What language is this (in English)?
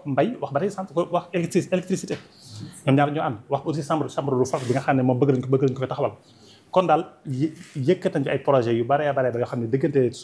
Wolof